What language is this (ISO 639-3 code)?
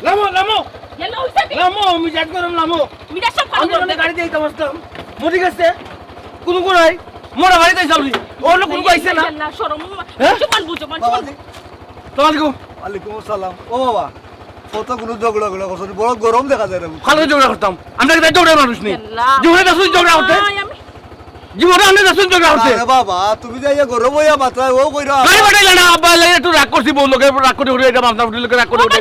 syl